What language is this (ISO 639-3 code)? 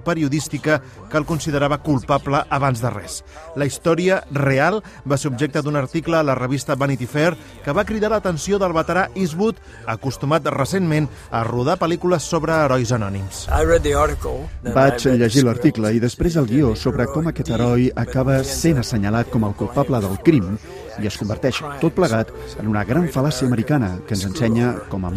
cat